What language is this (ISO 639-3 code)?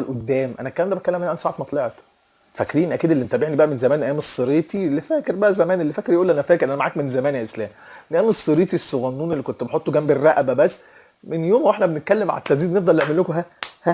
arz